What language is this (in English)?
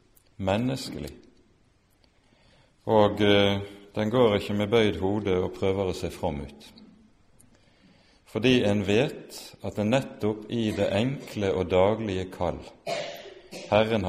Norwegian